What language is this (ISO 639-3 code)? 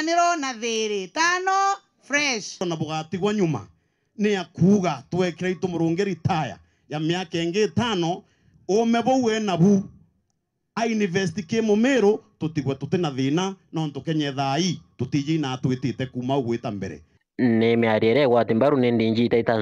mer